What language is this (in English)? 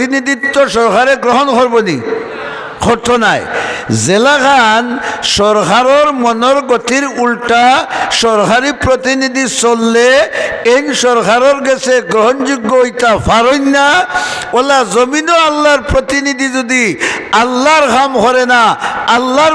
Sylheti